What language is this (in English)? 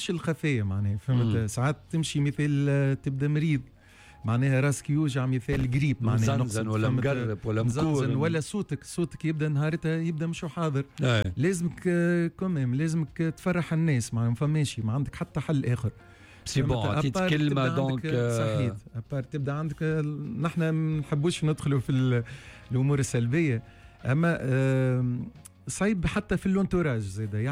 Tunisian Arabic